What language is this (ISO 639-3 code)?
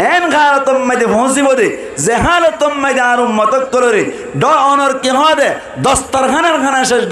rhg